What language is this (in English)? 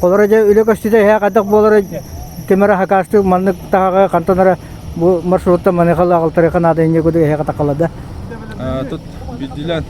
Yakut